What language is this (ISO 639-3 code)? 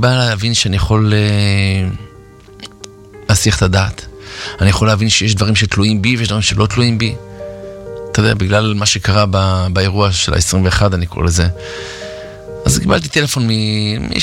heb